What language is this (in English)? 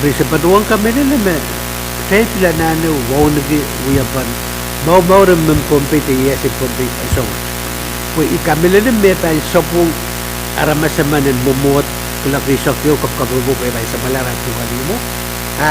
Pohnpeian